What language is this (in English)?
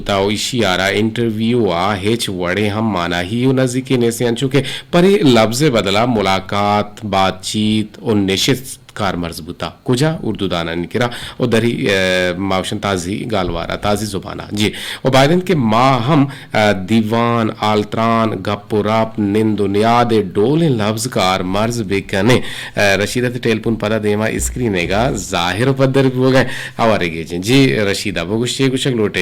Eastern Balochi